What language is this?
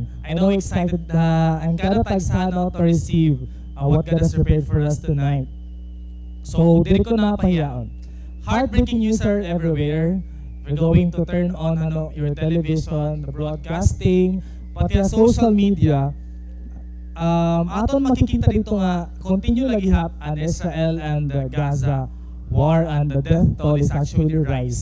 Waray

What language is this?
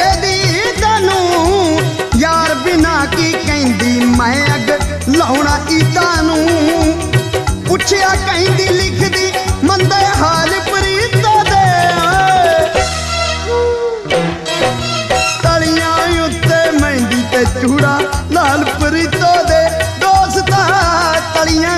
Punjabi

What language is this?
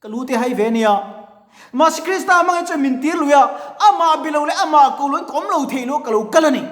Mizo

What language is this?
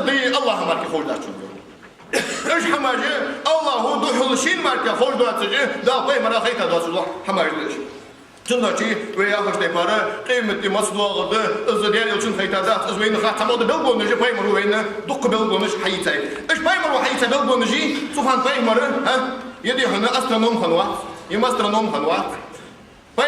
Ingush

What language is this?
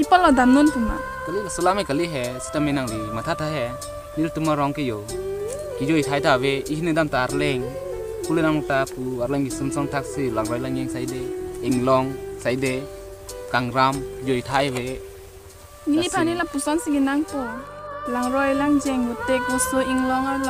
Karbi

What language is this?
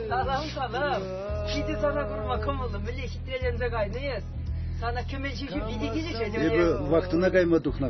Chuvash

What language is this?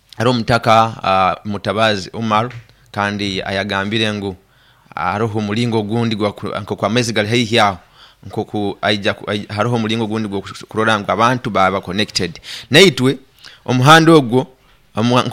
Nyoro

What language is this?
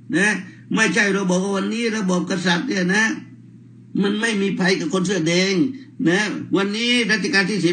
Thai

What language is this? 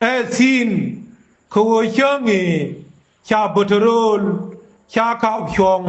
Nuer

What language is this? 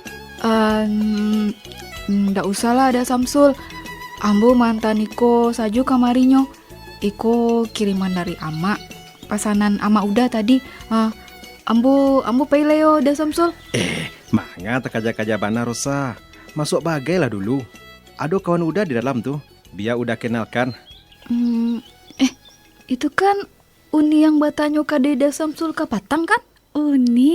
Minangkabau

